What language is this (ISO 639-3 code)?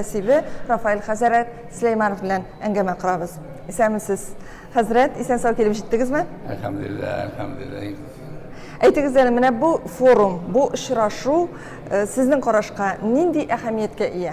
tat